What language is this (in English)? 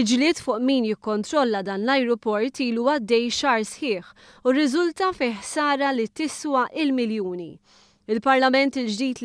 Maltese